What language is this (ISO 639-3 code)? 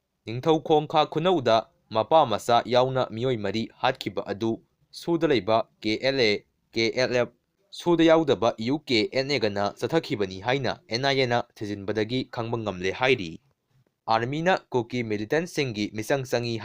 mni